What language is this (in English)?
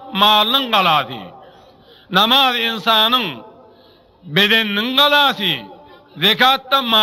Turkmen